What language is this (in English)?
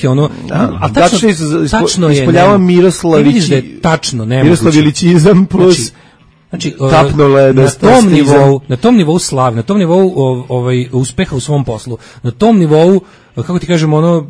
Serbian